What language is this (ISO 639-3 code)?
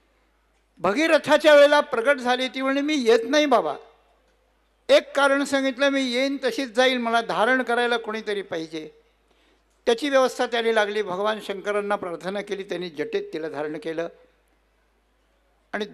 mar